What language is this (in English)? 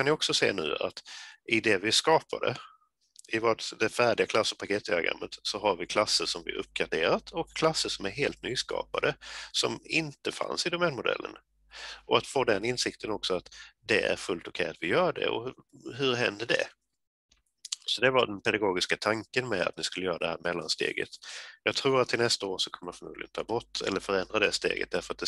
Swedish